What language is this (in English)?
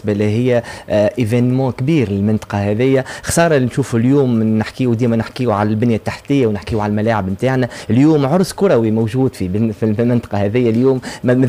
Tunisian Arabic